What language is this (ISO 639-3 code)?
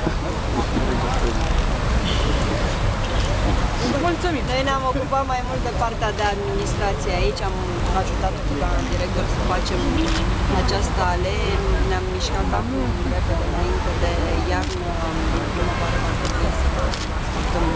ron